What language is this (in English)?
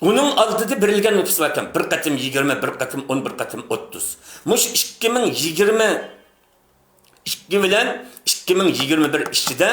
Uyghur